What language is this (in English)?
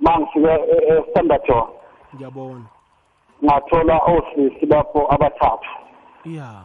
South Ndebele